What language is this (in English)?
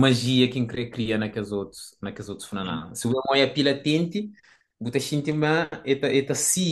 Kabuverdianu